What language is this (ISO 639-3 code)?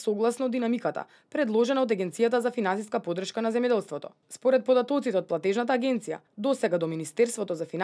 mkd